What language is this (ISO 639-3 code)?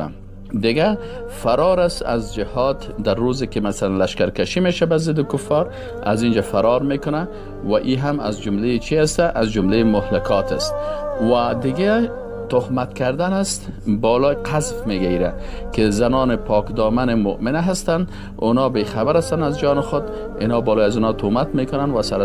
fas